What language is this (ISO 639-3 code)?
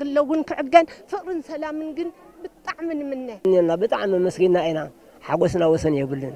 tir